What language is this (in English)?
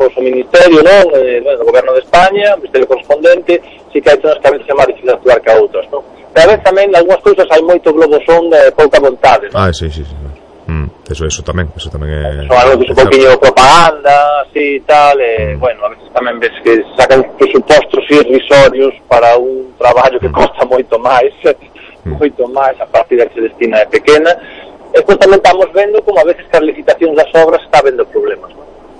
Galician